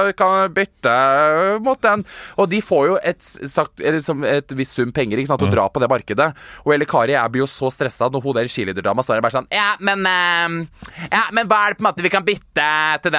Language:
Norwegian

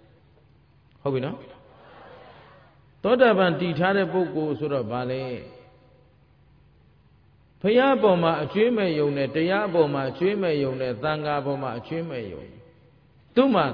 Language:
Burmese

